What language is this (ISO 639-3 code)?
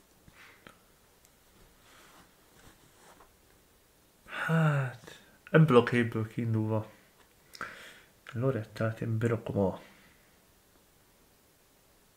hun